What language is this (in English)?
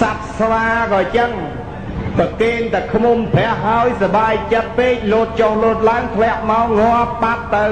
Khmer